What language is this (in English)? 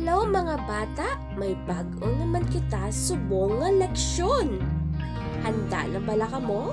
Hiligaynon